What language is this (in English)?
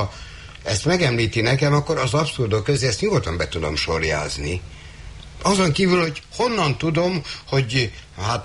Hungarian